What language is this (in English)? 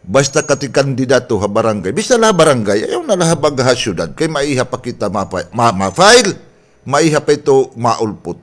Waray